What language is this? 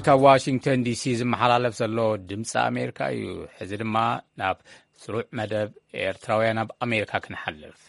Tigrinya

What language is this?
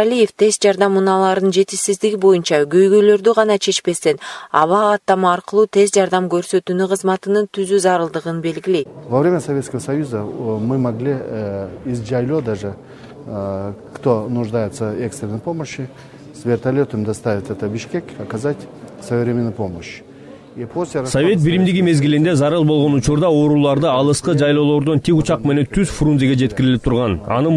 Kyrgyz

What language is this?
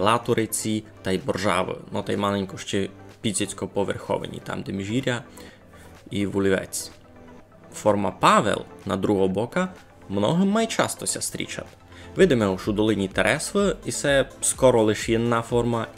Rusyn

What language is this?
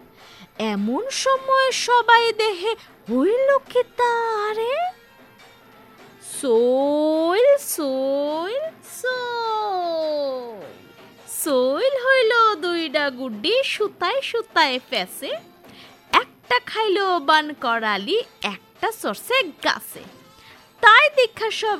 Bangla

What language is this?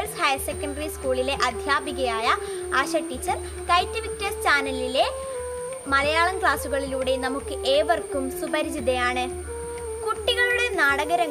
Malayalam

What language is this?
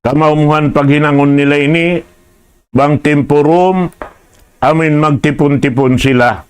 Tausug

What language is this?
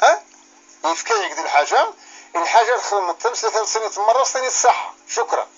Kabyle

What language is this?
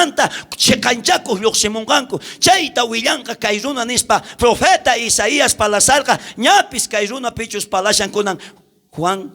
South Bolivian Quechua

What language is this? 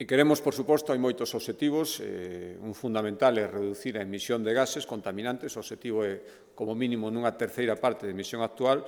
Galician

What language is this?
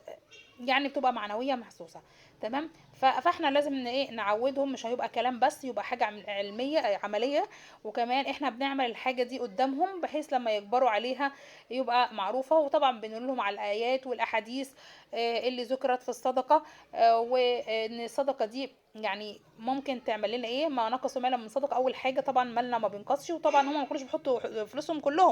Egyptian Arabic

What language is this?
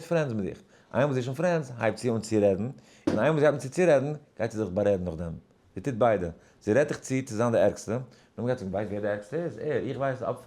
Yiddish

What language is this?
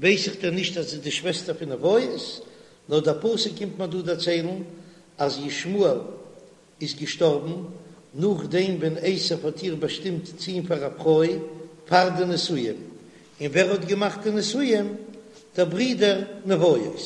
Yiddish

